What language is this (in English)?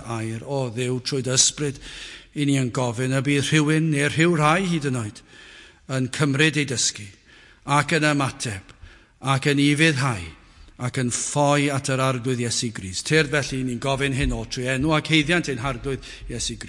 Welsh